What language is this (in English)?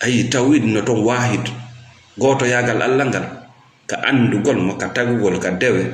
Fula